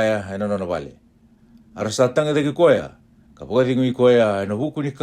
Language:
Fijian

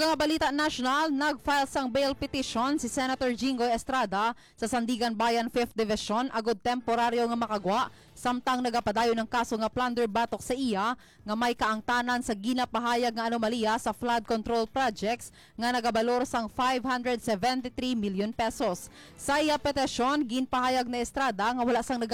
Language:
Hiligaynon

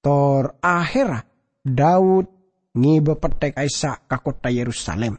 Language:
Madurese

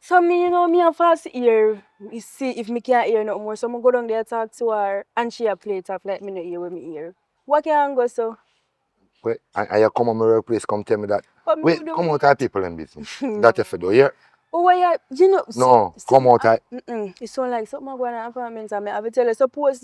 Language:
Jamaican Creole English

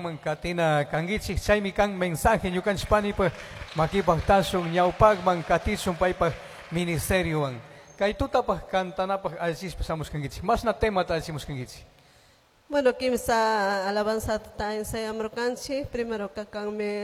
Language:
Chimborazo Highland Quichua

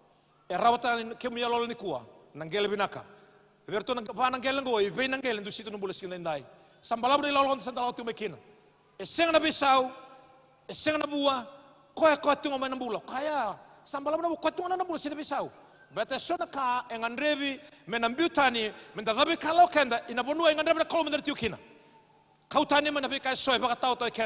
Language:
Fijian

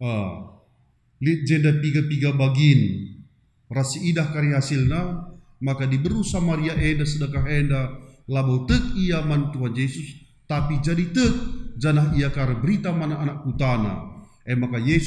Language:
Batak Karo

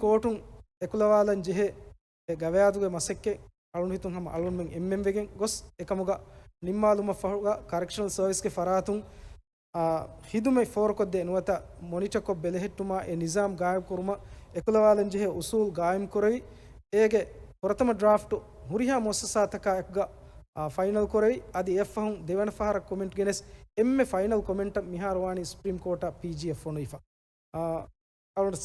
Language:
Divehi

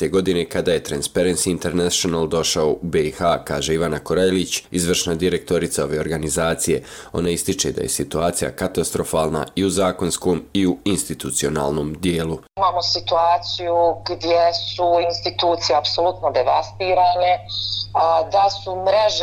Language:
Bosnian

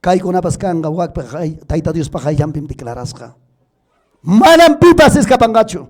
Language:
Ayacucho Quechua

